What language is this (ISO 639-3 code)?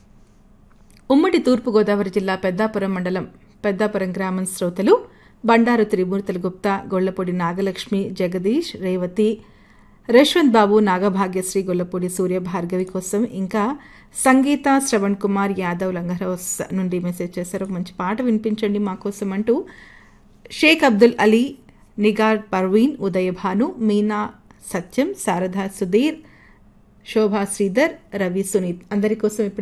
tel